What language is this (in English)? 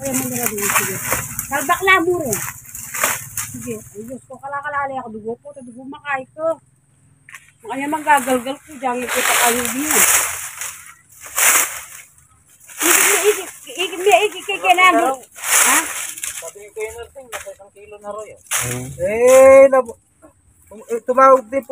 Filipino